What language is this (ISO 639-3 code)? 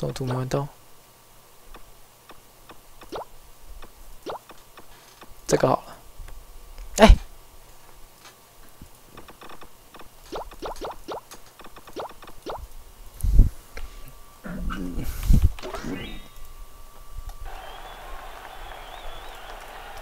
zho